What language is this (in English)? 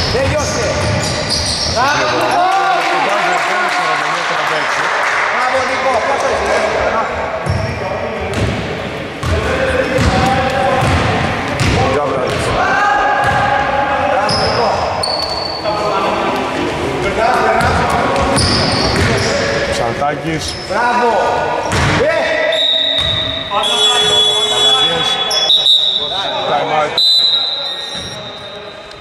Greek